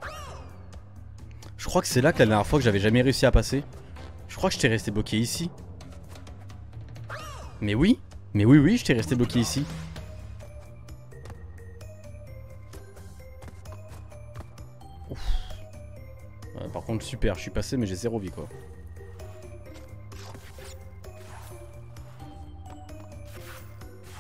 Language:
French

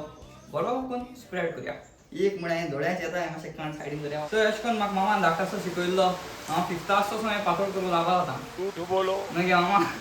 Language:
Konkani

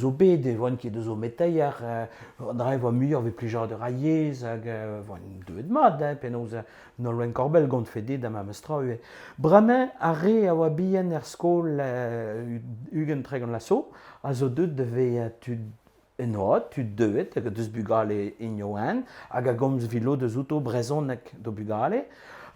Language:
Breton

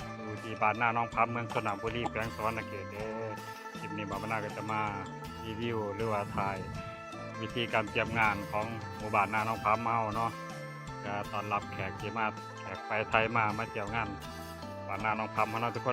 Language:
Lao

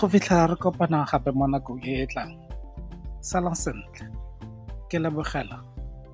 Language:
Tswana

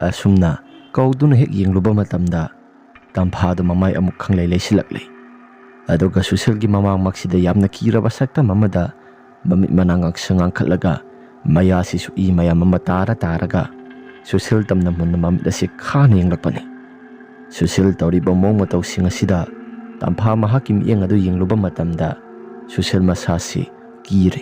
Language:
Manipuri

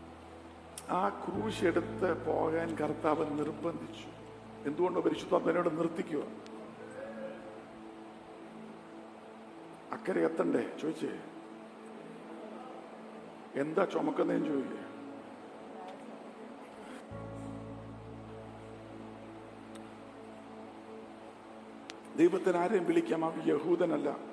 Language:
Malayalam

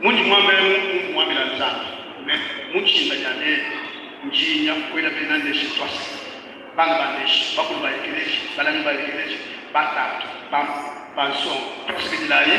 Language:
Luba-Lulua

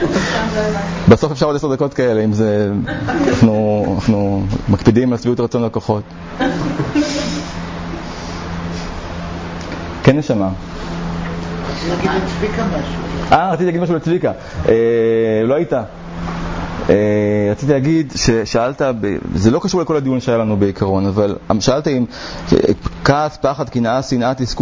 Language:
Hebrew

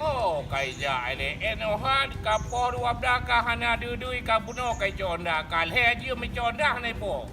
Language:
Achinese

